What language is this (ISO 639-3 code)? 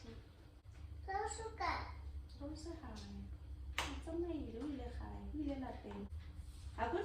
tsn